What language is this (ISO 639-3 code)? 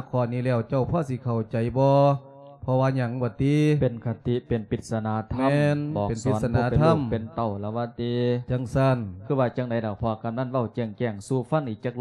lao